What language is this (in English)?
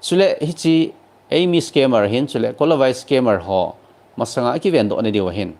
Thado Chin